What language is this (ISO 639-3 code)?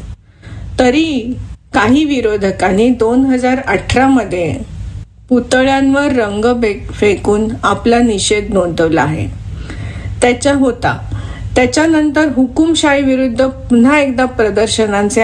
mar